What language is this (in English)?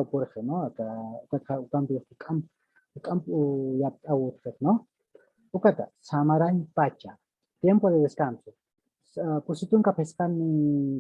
Aymara